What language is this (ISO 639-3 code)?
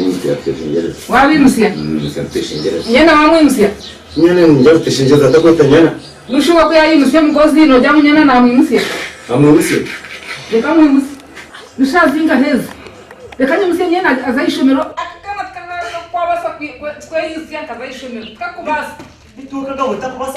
nyn